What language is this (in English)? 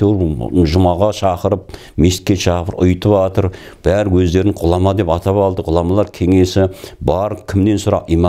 Kazakh